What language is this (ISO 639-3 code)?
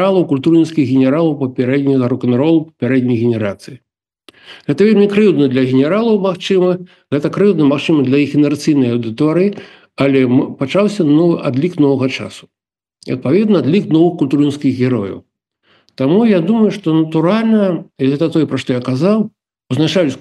bel